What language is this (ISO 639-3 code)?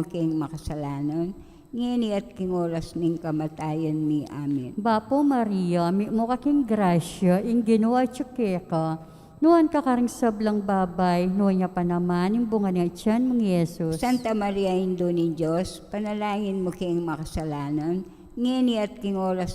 pam